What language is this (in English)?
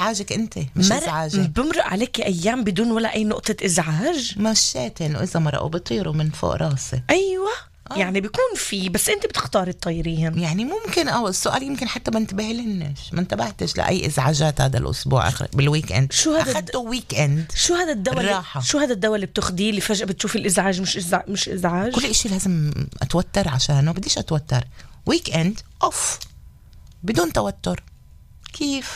North Levantine Arabic